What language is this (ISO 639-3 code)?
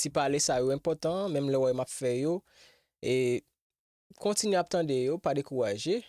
hat